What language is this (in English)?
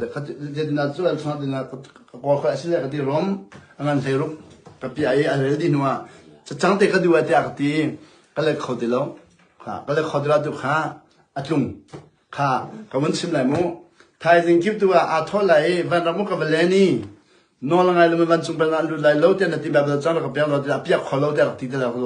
Hakha Chin